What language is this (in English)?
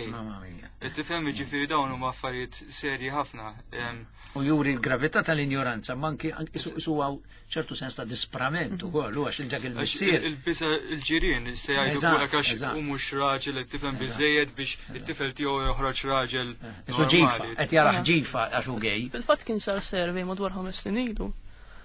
Maltese